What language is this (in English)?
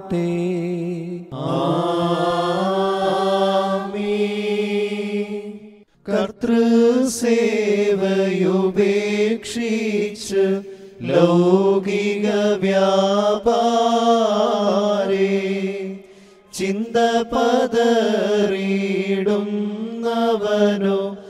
Malayalam